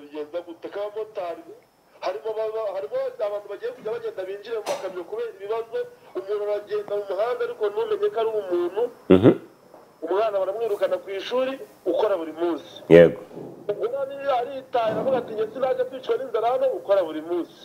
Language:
Kinyarwanda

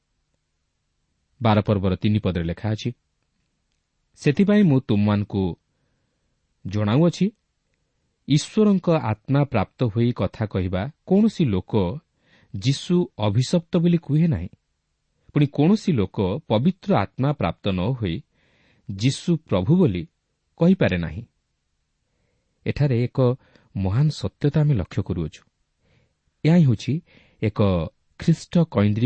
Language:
Odia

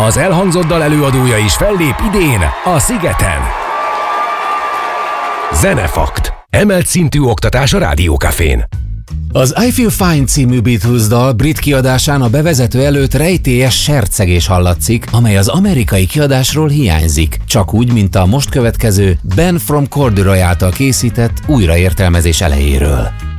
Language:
Hungarian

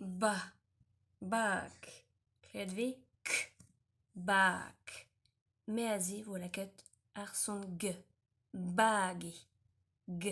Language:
Breton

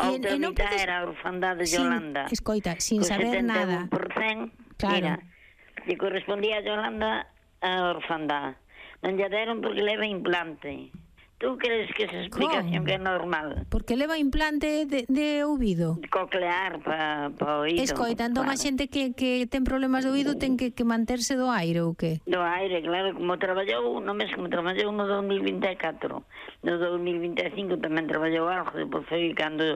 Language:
Galician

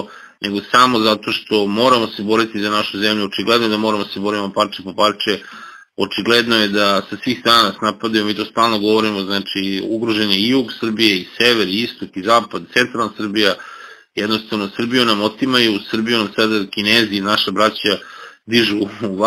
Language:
Serbian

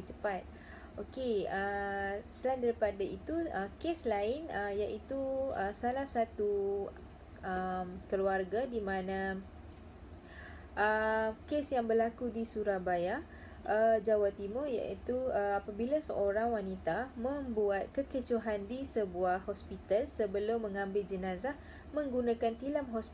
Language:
Malay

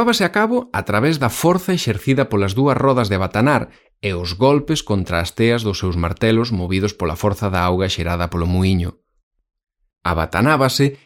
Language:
Galician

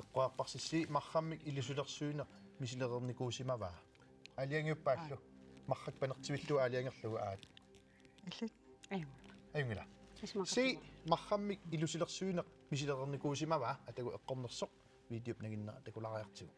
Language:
Kalaallisut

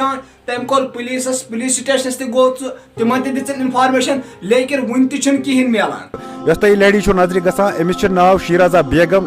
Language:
Kashmiri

